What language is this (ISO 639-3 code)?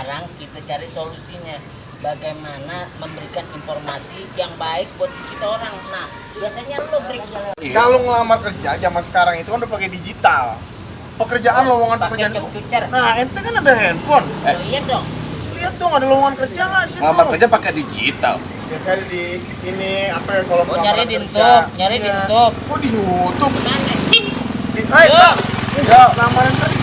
bew